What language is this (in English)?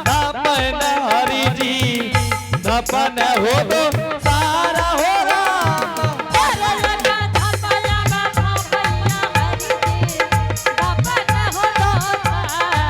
Angika